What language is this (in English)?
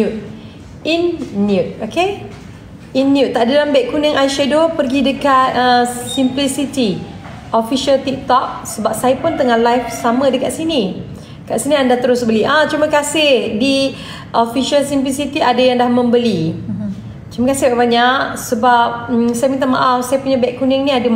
Malay